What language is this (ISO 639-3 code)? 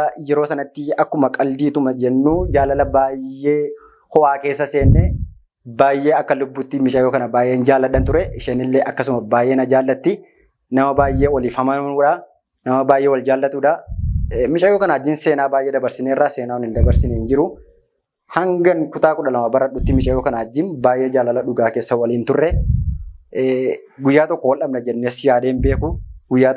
orm